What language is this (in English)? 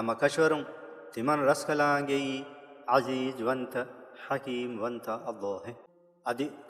Divehi